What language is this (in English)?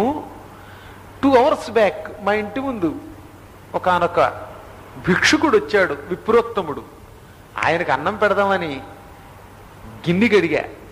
Telugu